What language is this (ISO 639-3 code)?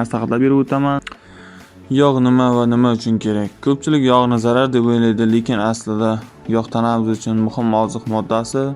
uzb